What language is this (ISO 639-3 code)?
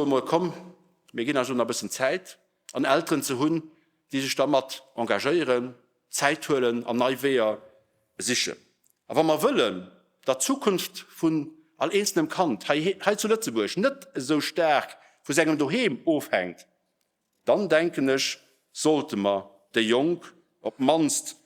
ltz